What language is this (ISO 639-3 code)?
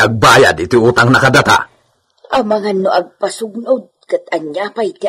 ilo